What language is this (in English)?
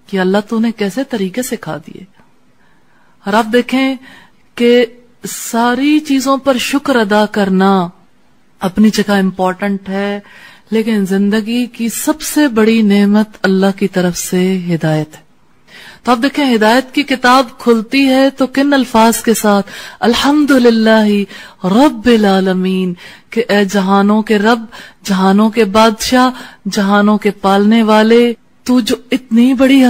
Urdu